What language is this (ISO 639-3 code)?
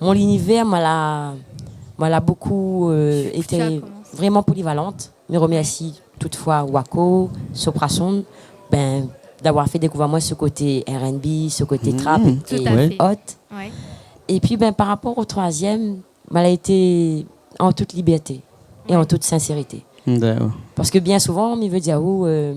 rcf